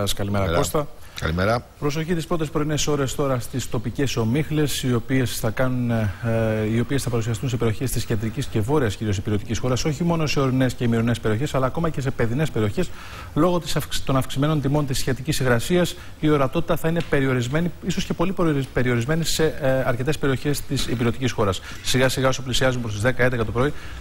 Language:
Greek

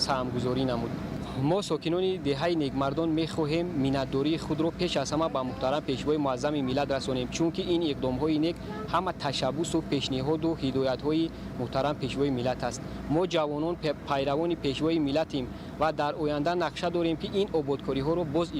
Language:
Tajik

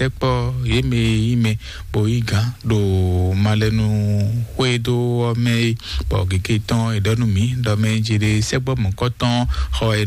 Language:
Fon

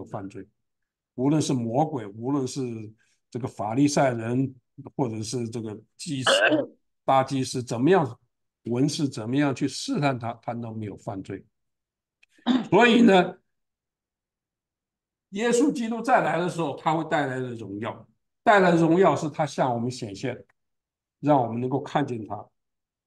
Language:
Chinese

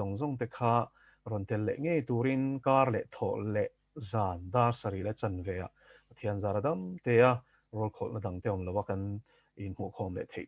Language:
Mizo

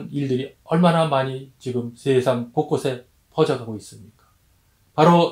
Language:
Korean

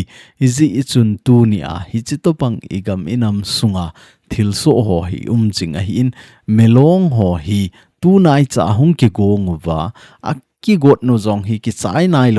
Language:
Thado Chin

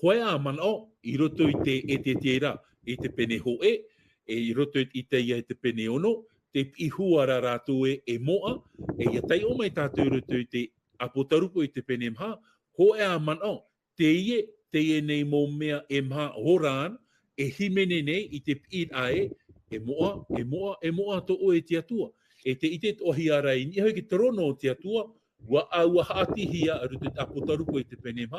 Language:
Tahitian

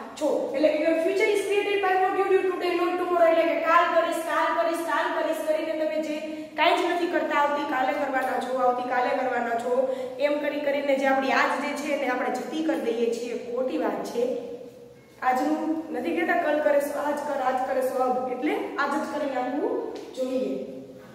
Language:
Gujarati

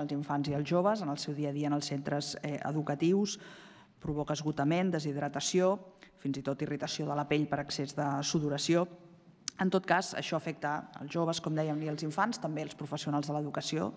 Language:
Catalan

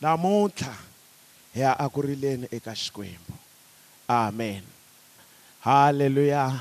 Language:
Tsonga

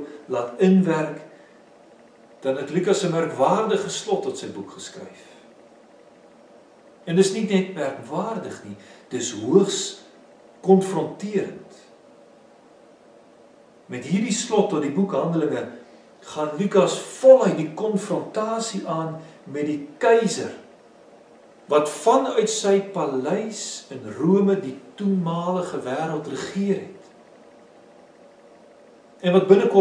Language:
Afrikaans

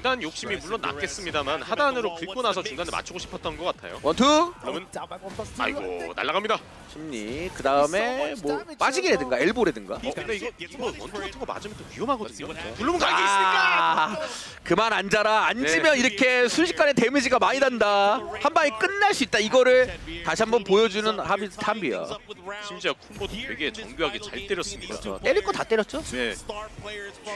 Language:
Korean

